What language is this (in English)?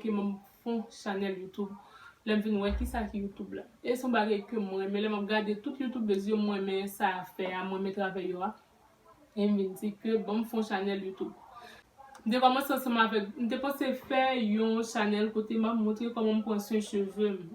Haitian Creole